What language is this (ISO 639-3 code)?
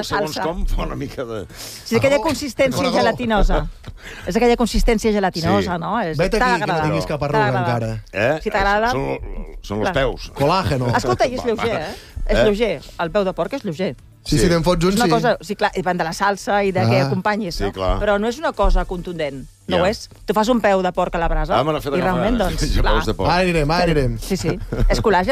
cat